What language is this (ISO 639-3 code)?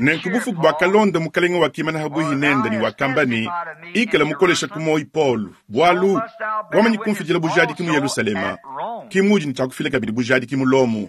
lua